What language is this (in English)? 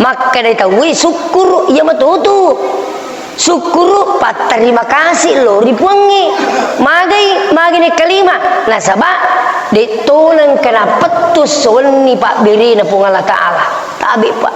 Buginese